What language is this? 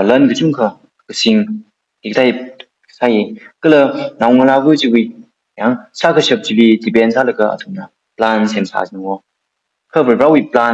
Tangkhul Naga (India)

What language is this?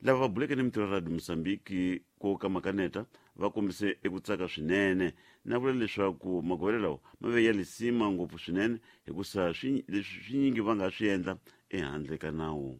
Tsonga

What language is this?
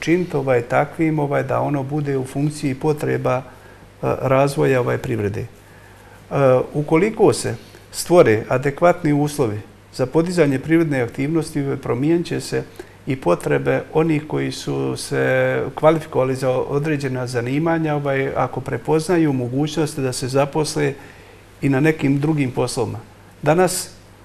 Bosnian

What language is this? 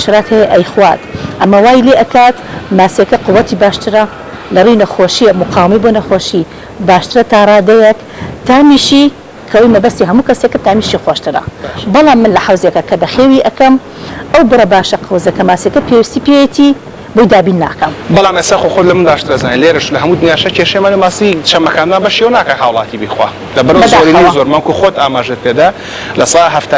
Central Kurdish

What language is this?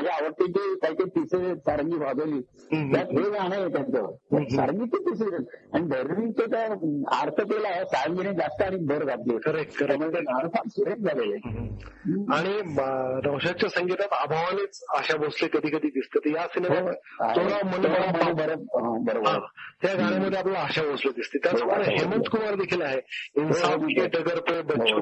Marathi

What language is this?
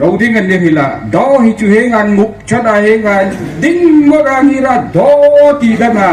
Hmar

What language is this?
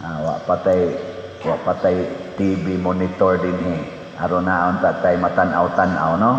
Cebuano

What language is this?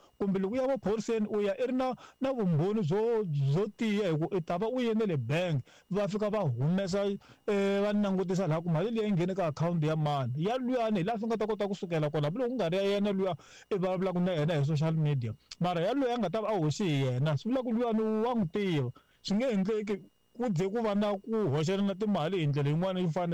Tsonga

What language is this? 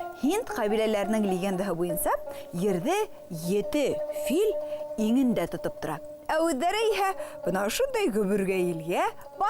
Bashkir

